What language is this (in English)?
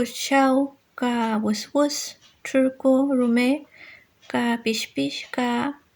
Mapuche